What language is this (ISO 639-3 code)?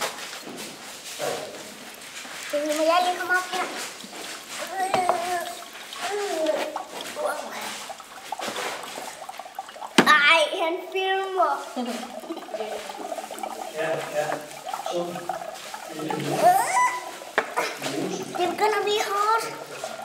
dan